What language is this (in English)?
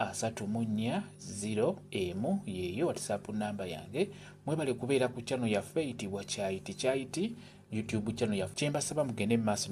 Ganda